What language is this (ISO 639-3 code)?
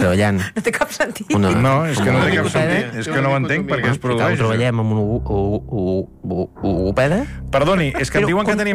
cat